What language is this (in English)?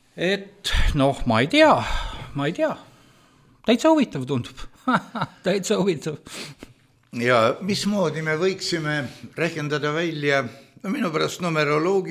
Estonian